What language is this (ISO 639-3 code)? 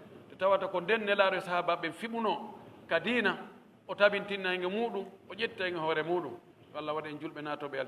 ful